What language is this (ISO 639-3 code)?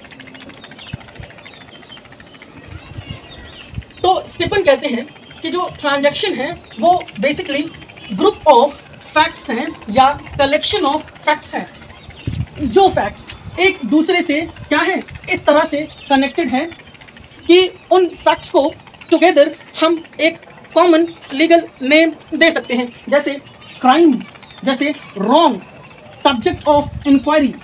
hin